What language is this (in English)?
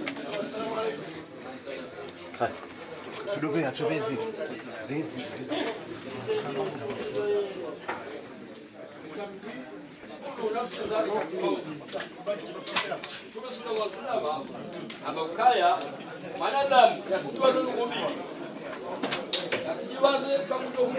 Swahili